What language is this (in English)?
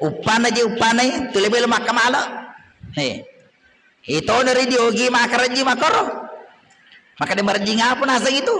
Buginese